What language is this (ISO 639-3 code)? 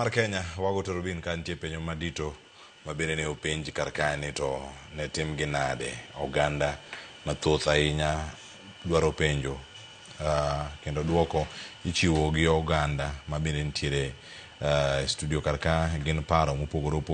luo